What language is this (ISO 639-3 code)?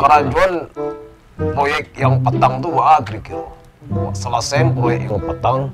min